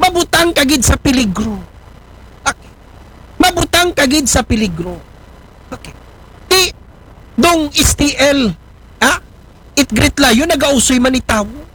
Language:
Aklanon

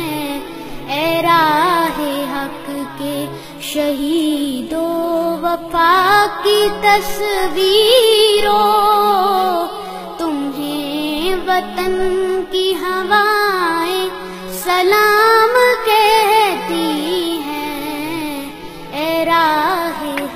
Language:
Urdu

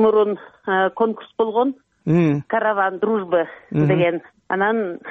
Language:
Kyrgyz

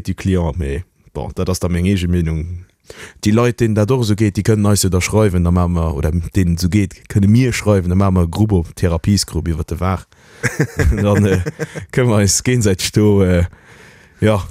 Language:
Luxembourgish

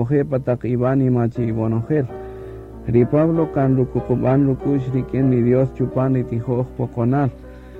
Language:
Kaqchikel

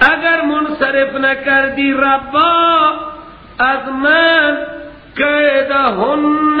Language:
Persian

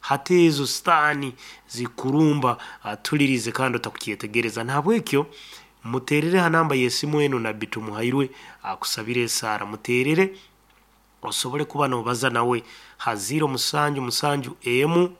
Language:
Nyankole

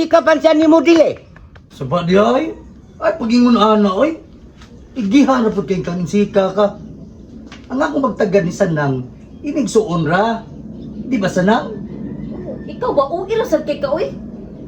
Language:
Cebuano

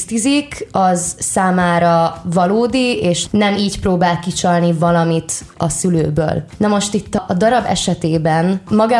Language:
Hungarian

